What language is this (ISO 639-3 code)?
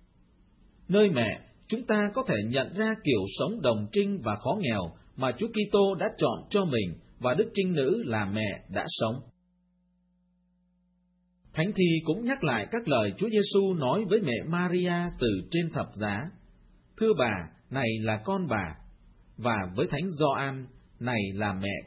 vie